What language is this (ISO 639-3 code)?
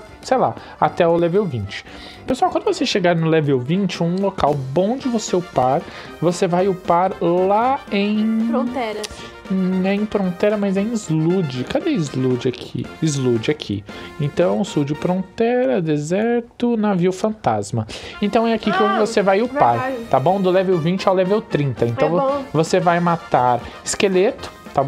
por